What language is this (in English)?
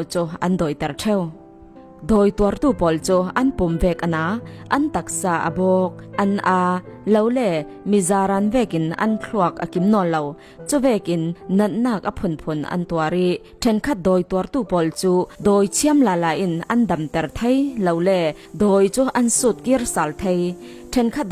Falam Chin